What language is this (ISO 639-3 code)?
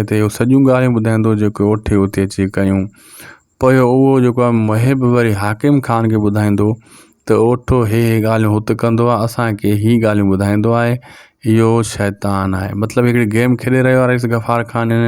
snd